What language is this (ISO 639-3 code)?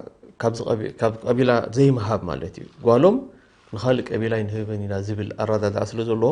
tir